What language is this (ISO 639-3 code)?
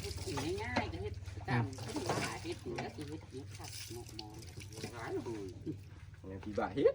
tts